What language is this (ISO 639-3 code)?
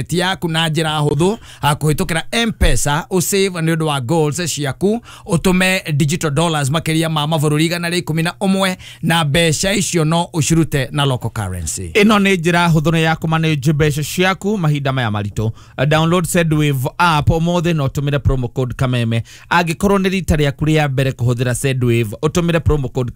kik